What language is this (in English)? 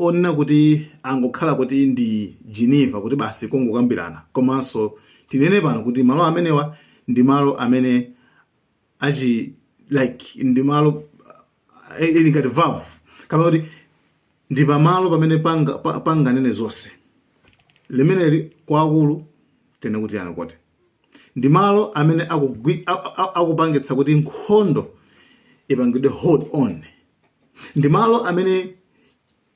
Nyanja